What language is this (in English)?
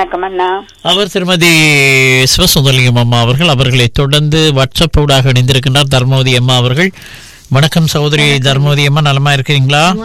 Tamil